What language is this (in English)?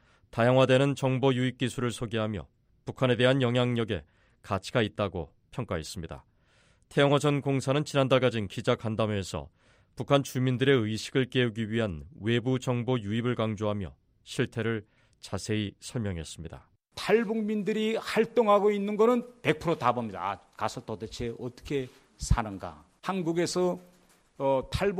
Korean